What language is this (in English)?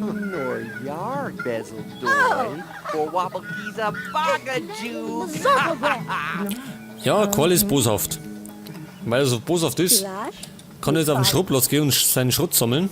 Bavarian